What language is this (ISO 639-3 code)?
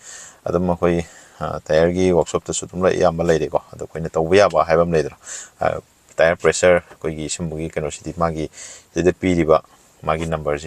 mni